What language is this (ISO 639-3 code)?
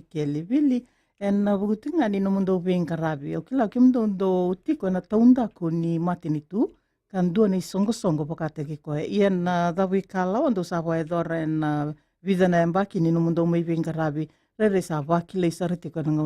fij